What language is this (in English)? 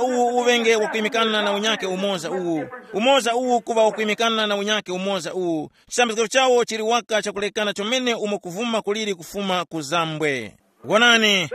Tumbuka